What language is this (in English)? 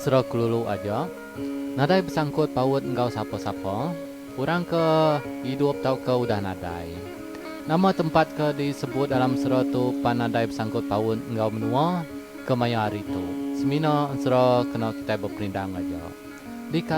Iban